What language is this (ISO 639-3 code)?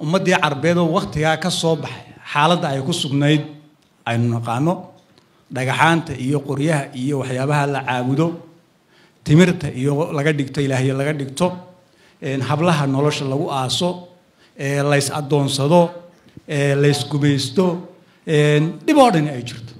som